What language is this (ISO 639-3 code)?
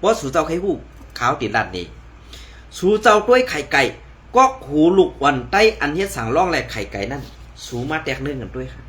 shn